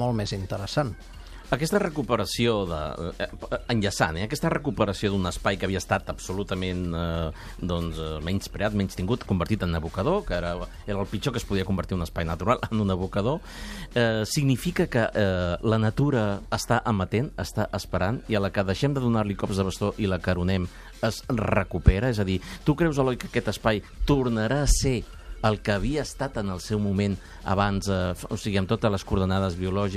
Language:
Catalan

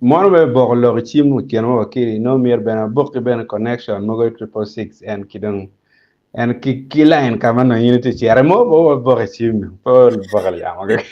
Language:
Acoli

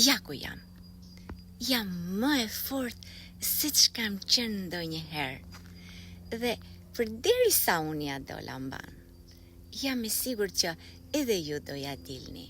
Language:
Albanian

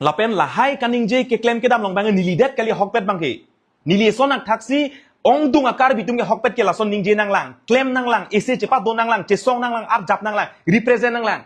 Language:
Karbi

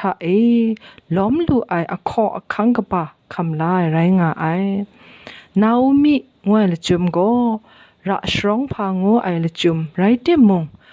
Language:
Kachin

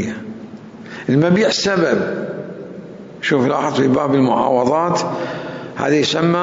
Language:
Mesopotamian Arabic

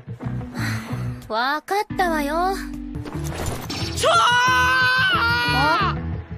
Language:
Japanese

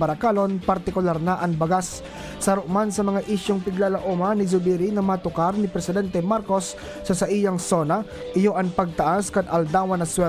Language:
Bikol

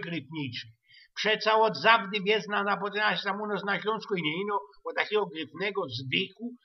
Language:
Silesian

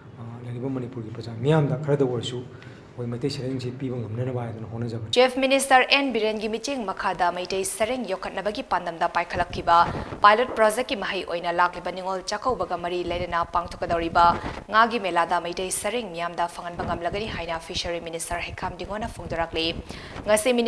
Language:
Manipuri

